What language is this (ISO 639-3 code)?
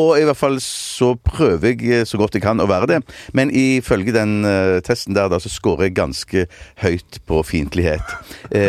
nor